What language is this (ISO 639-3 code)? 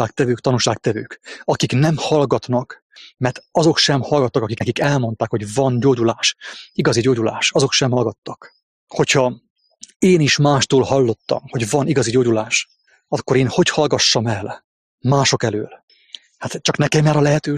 hun